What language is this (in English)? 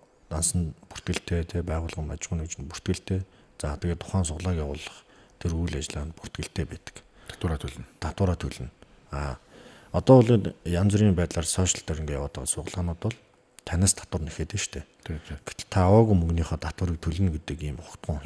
Mongolian